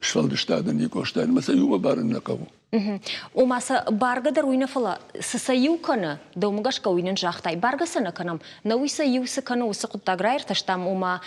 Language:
Ossetic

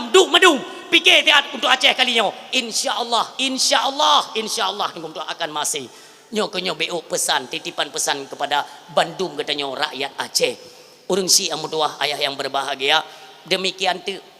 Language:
Achinese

